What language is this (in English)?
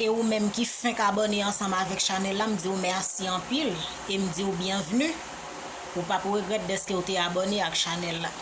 Haitian Creole